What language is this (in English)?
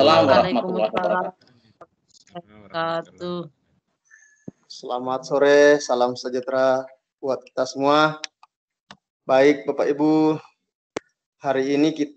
Indonesian